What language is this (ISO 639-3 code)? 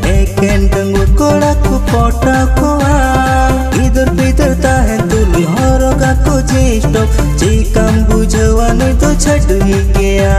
sat